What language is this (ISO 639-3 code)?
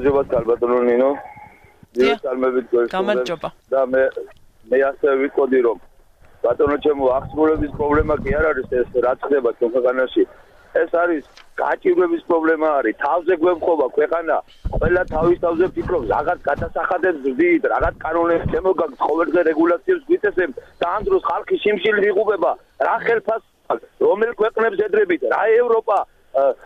kat